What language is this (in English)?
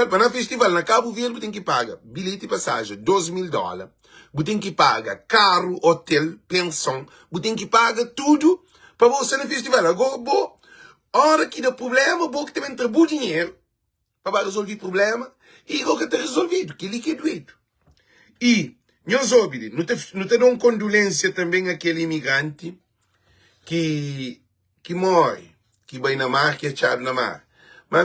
Kabuverdianu